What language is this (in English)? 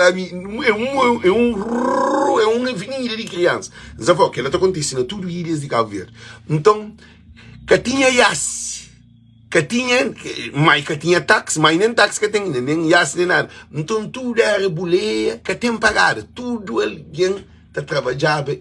Kabuverdianu